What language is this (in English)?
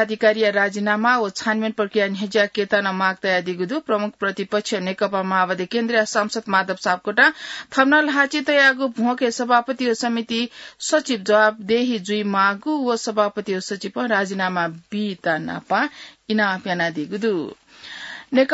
Newari